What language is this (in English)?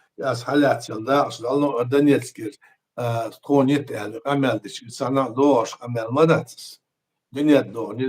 Chechen